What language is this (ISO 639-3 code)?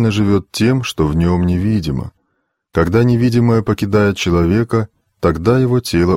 rus